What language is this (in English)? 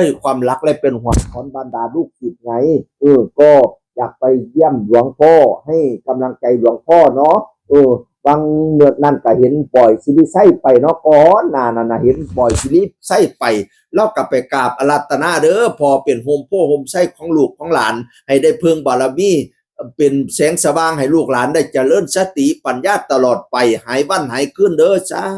Northeastern Thai